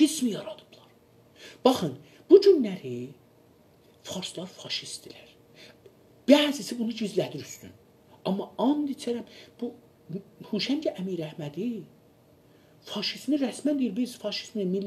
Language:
South Azerbaijani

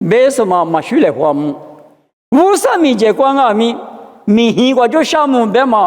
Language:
Lisu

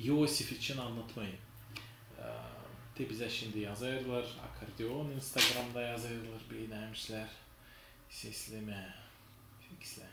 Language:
Gagauz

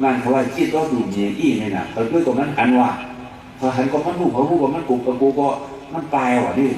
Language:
Shan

